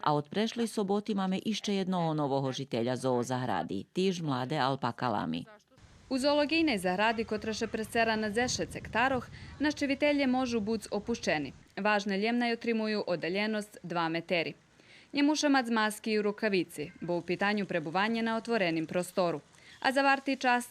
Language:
Rusyn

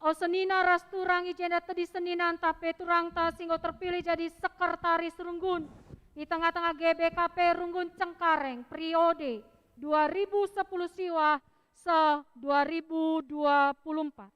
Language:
Batak Karo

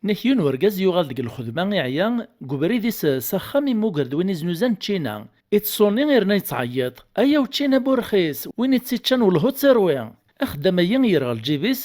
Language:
Kabyle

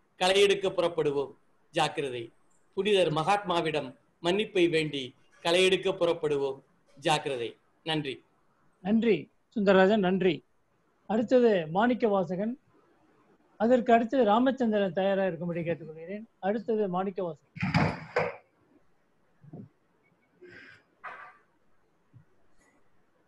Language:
Tamil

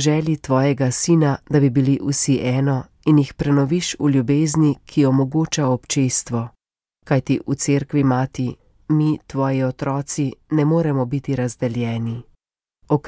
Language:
Slovenian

